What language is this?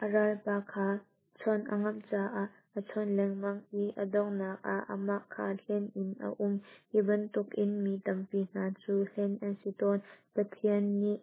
Hakha Chin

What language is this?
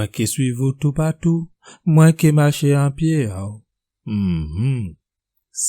Guadeloupean Creole French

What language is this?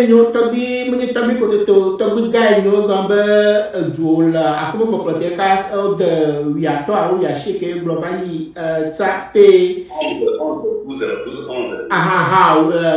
Ewe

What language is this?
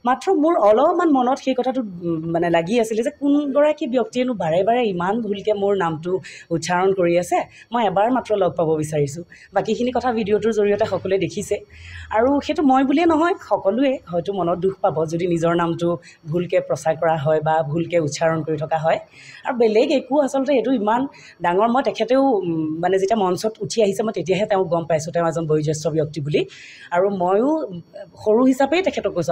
Assamese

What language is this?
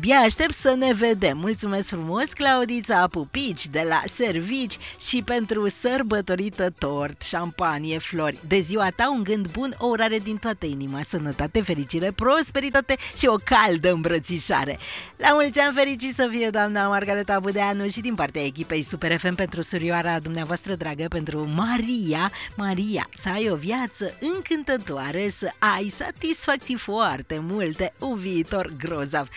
Romanian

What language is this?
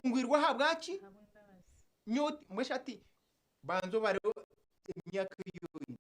Nyankole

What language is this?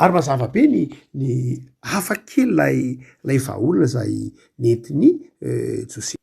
Malagasy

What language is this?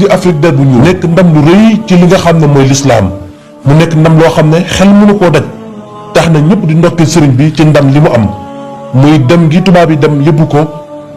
Wolof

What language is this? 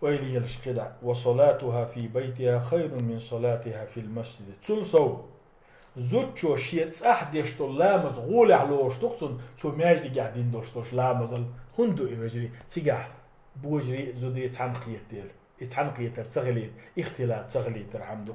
Chechen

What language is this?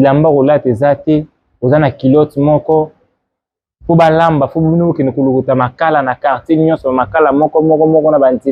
Lingala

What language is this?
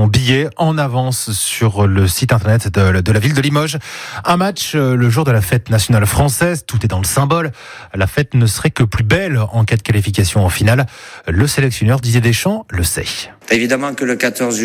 French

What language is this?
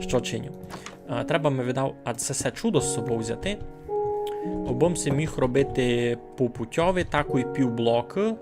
Rusyn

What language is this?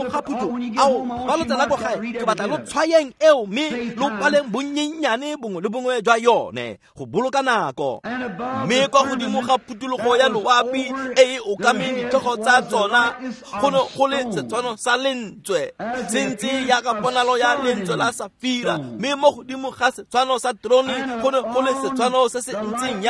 Tswana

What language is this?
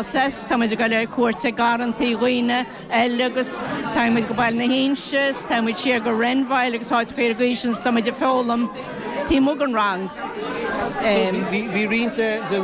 Irish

